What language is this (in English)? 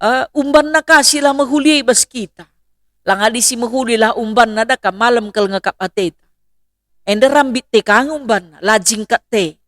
Batak Karo